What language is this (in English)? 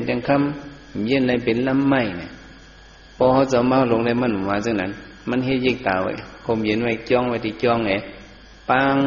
Shan